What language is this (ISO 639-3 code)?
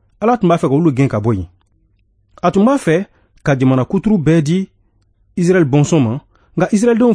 bam